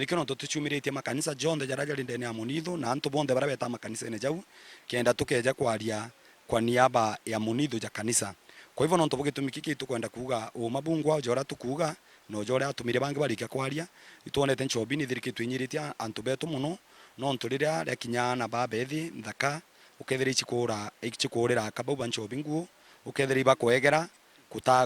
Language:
Meru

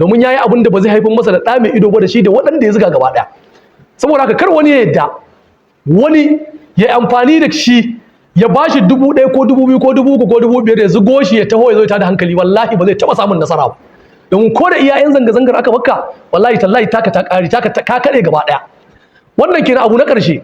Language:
Hausa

